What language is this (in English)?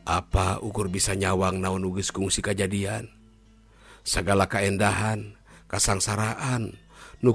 Sundanese